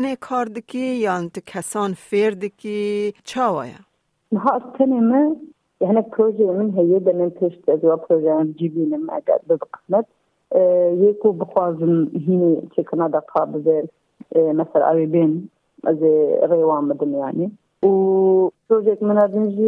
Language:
Kurdish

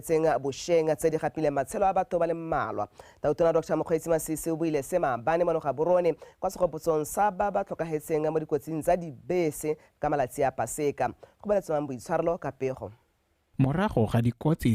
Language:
Tswana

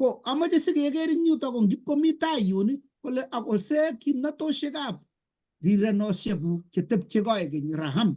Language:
Kalenjin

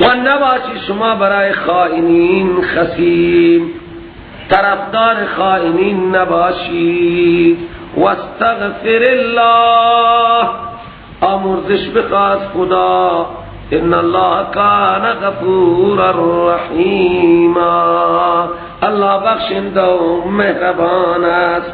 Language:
Persian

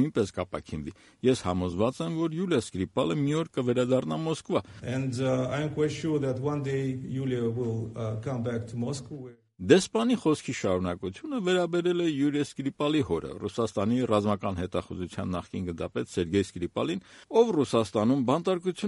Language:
Armenian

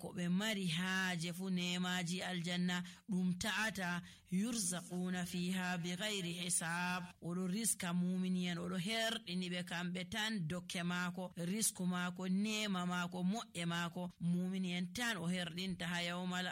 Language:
Nigerian Fulfulde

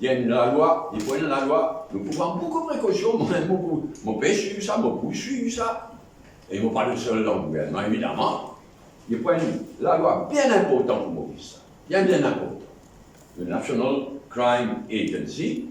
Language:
Morisyen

